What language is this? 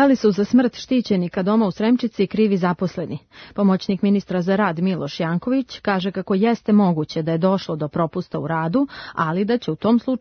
Serbian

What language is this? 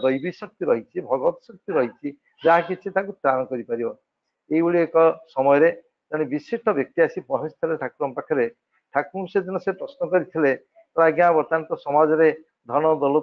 Odia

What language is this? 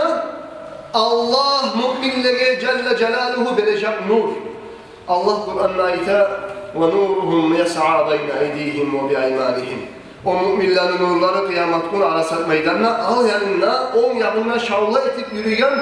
Kumyk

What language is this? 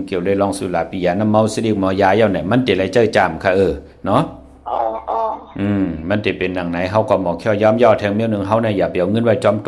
Shan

